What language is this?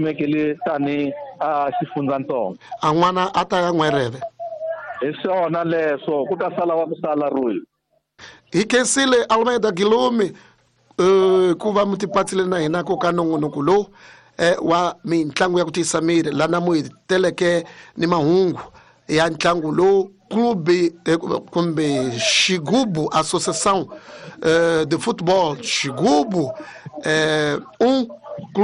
Tsonga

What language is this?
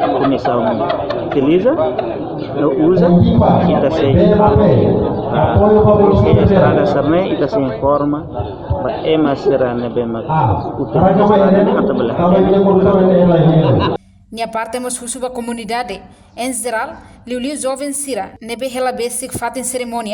Tetum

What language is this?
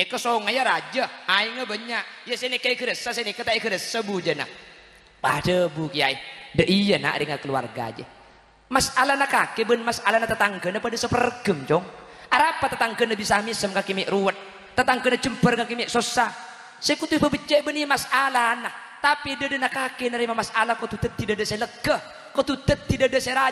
Madurese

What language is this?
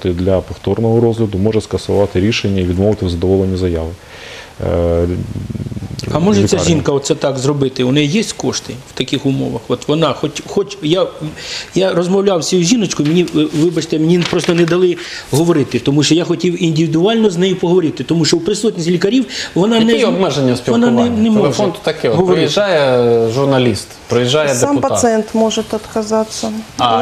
Ukrainian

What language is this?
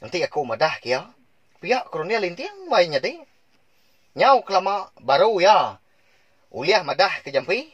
Iban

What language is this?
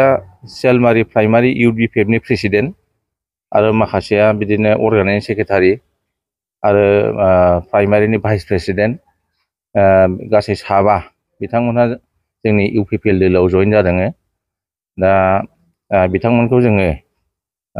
Bodo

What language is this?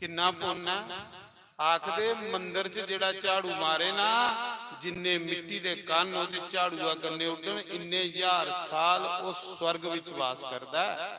Dogri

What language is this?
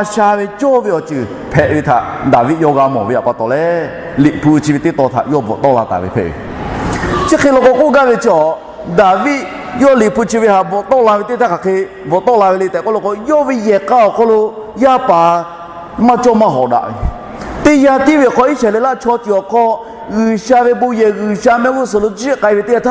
Lahu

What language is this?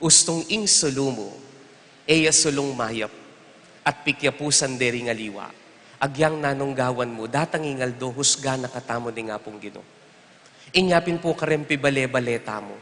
Pampanga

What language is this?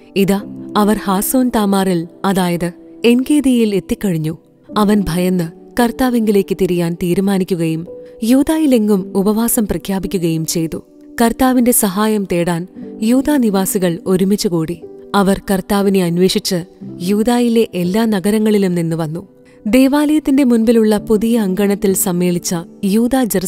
Malayalam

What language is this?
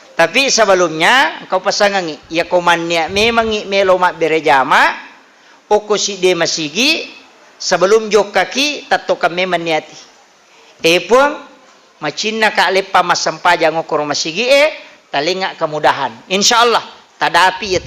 Buginese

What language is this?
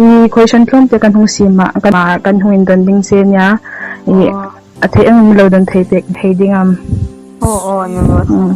Hmar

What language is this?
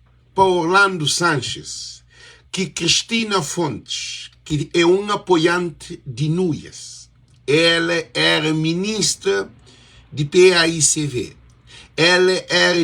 Kabuverdianu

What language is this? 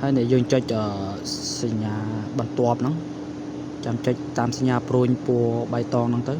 Khmer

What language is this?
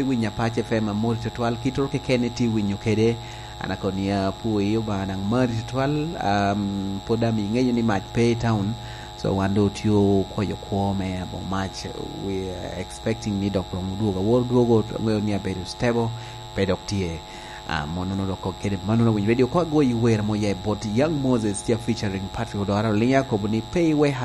Lango (Uganda)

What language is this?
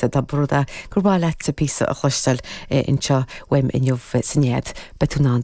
Irish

